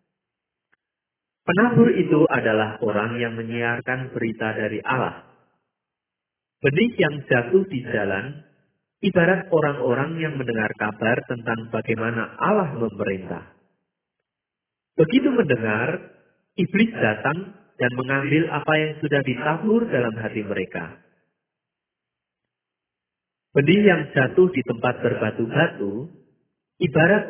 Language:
Indonesian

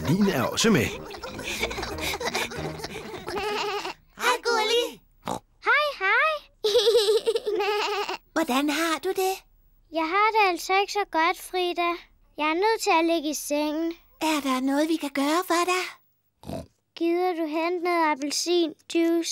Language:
Danish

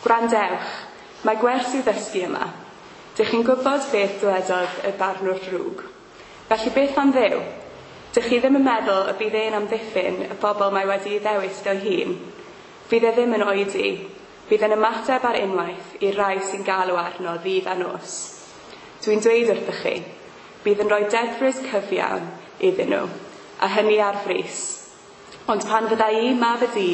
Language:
Welsh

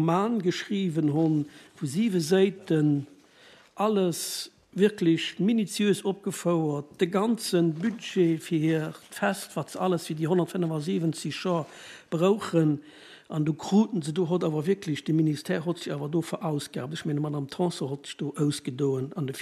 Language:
Luxembourgish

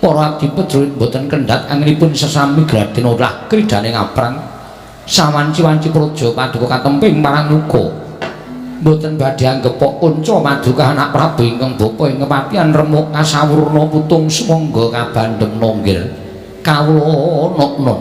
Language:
Javanese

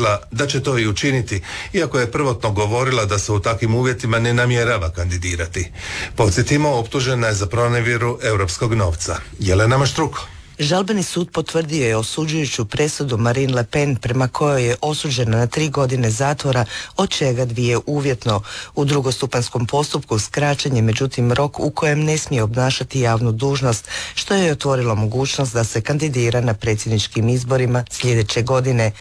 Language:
Croatian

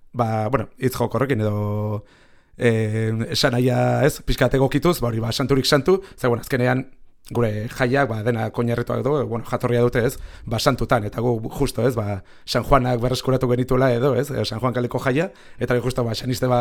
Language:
Basque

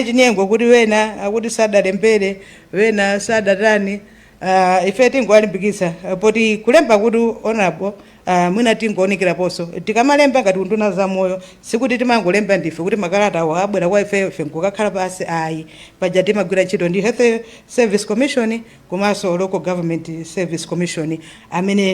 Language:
Nyanja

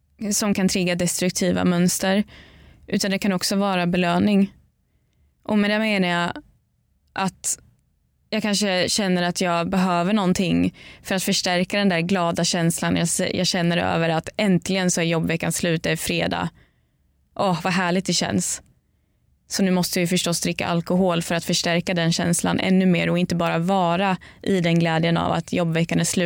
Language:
Swedish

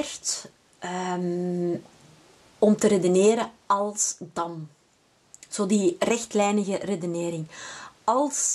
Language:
Dutch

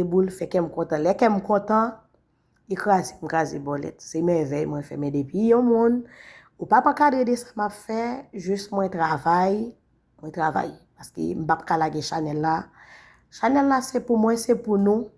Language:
Haitian Creole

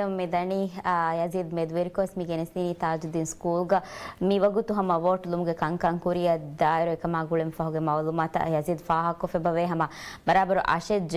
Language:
Divehi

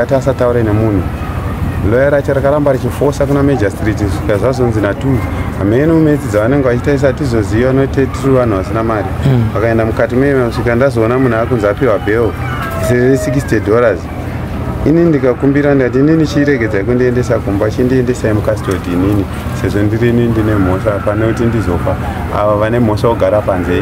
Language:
Shona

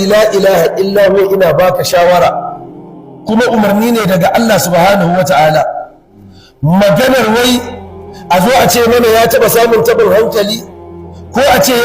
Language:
Hausa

